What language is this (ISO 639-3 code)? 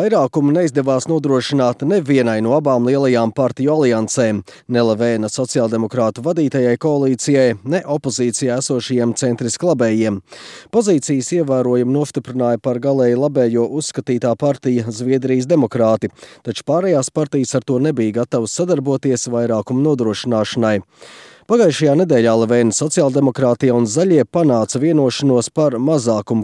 lav